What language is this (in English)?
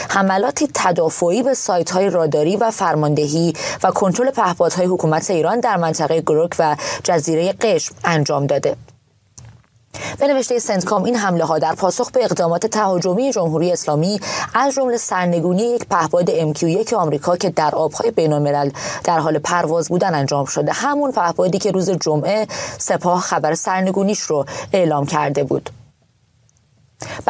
Persian